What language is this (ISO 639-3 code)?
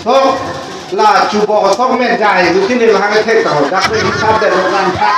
mjw